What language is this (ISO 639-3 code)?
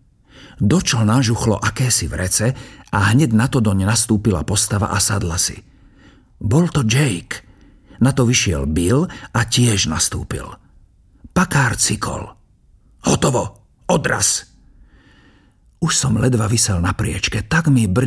slk